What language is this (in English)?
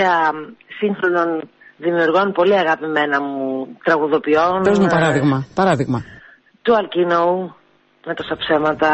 Greek